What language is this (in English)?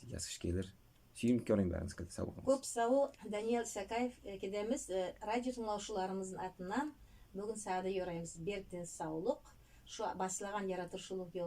Nogai